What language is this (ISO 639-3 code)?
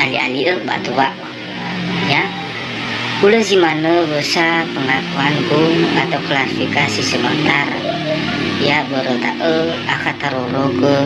nia